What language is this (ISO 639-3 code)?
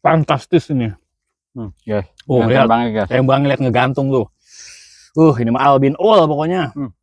bew